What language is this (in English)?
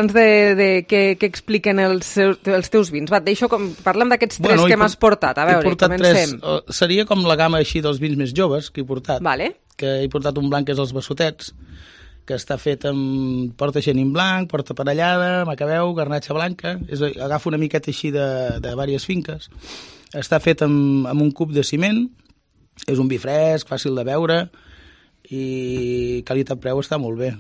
Catalan